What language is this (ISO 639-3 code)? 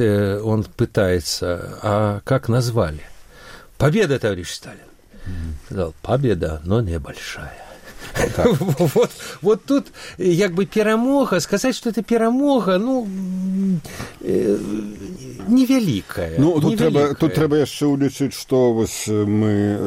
bel